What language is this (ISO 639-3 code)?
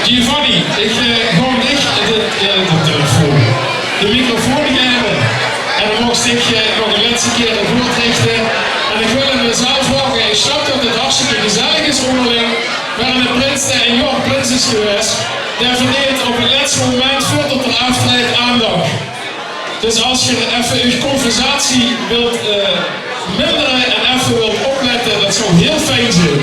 lim